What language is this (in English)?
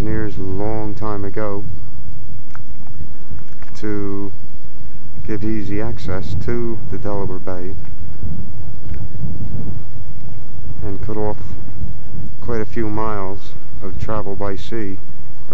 English